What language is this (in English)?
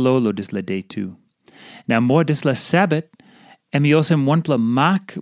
Tok Pisin